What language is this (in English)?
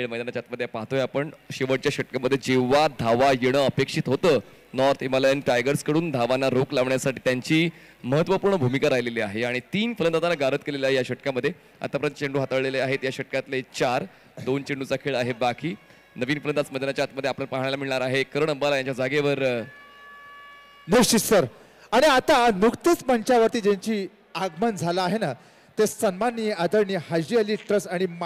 Marathi